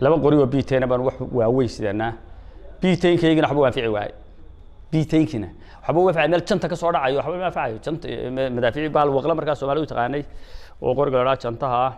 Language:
Somali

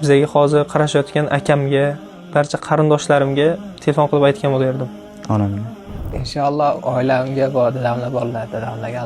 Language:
Uzbek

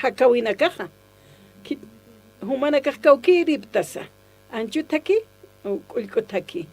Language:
Aymara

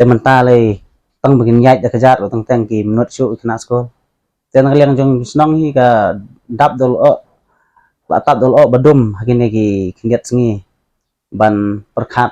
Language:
Khasi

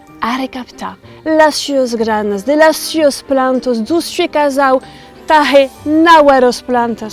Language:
Occitan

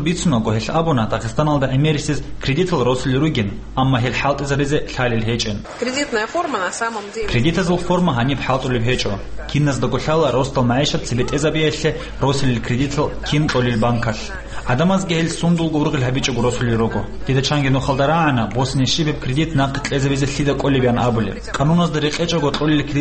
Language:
Avaric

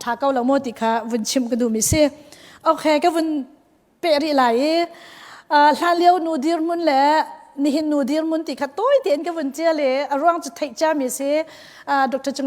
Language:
Hakha Chin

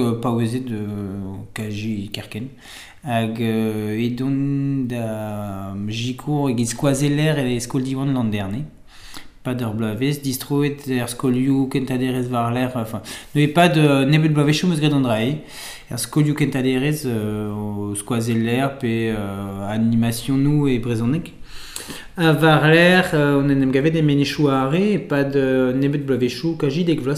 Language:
Breton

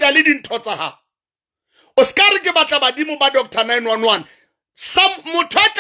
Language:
Southern Sotho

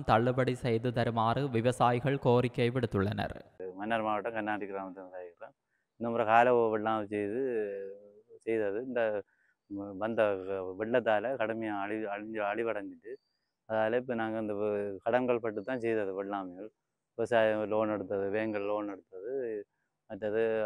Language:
Tamil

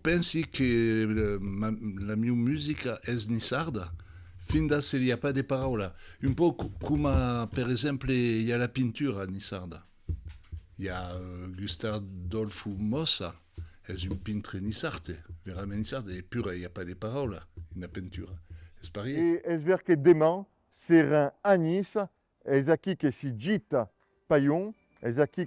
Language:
Occitan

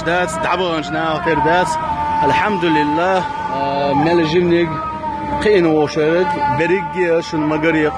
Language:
Chechen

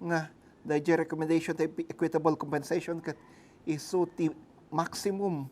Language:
Iloko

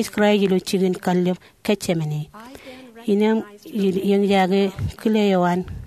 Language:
Marshallese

